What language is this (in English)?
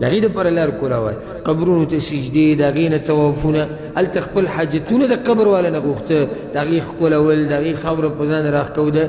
Pashto